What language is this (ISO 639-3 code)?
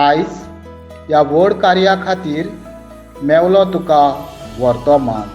kok